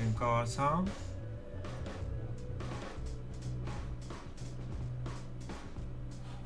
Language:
Italian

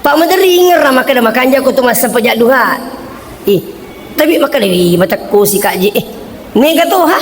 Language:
Buginese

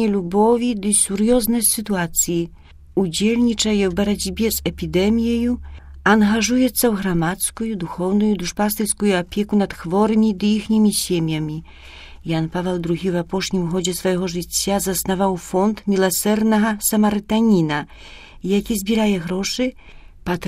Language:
Belarusian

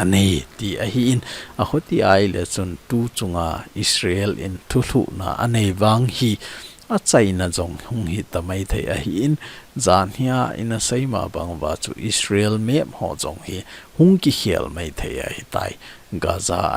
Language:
Thado Chin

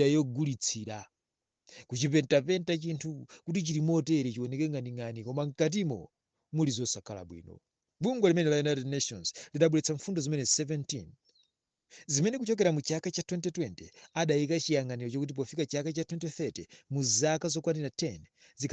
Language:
Nyanja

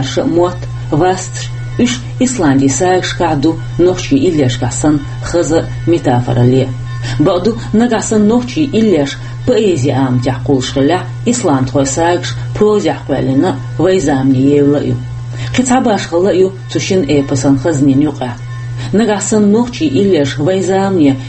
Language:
Chechen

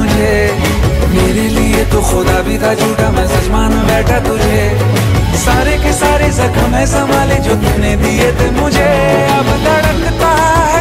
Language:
Hindi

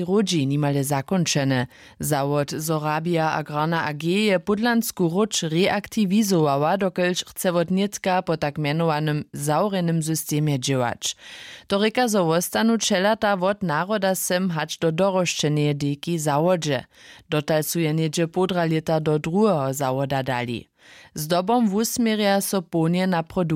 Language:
Upper Sorbian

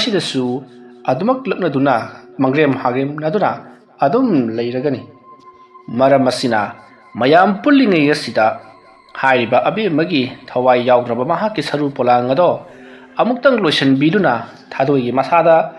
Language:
Manipuri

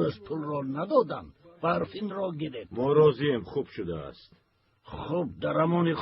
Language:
Tajik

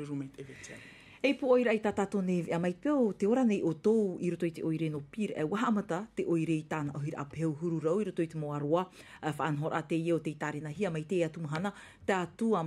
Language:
Tahitian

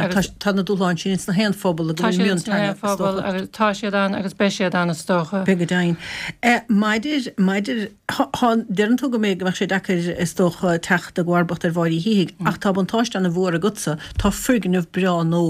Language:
Irish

